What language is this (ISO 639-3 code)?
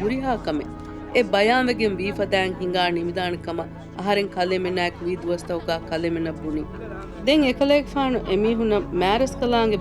div